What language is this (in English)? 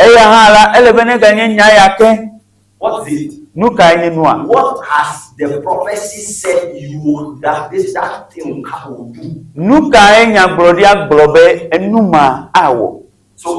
Ewe